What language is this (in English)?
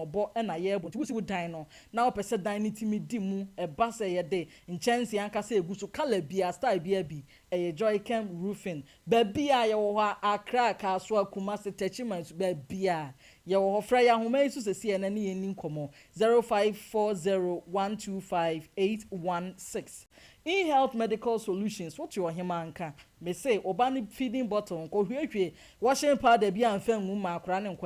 Akan